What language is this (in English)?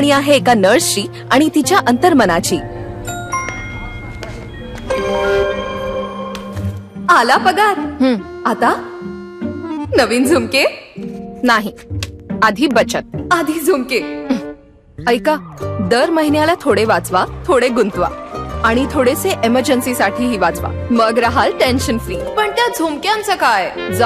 Marathi